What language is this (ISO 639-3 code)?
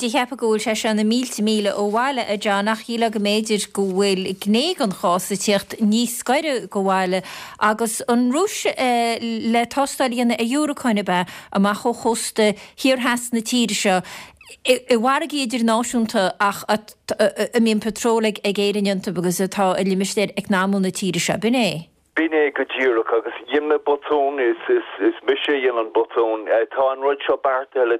gle